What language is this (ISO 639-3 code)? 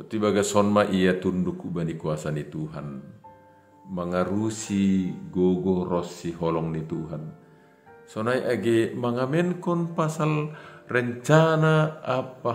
bts